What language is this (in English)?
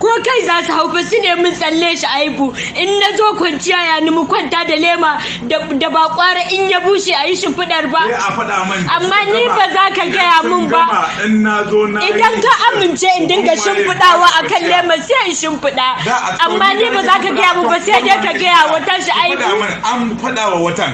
Hausa